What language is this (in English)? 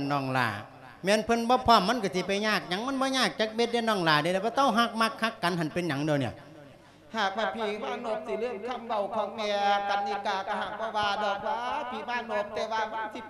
Lao